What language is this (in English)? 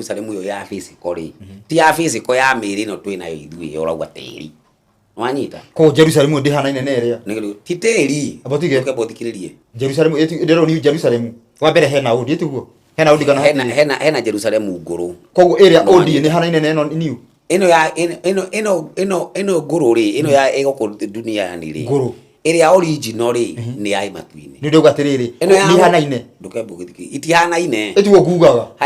Kikuyu